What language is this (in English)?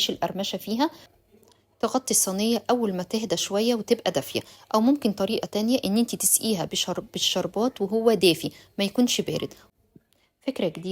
Egyptian Arabic